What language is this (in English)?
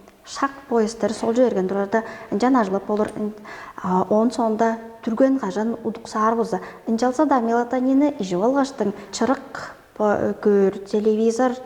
Tuvinian